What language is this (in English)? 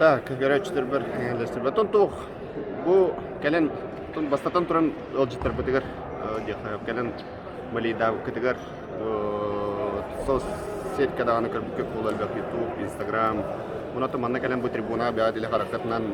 Yakut